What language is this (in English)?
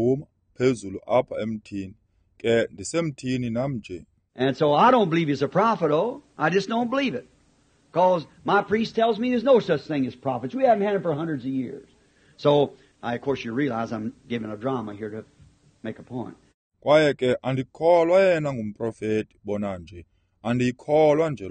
Xhosa